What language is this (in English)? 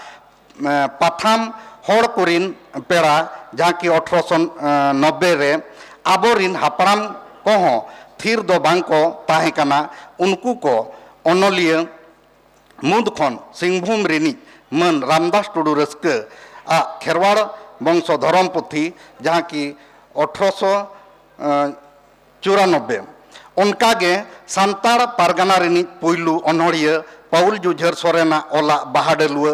Santali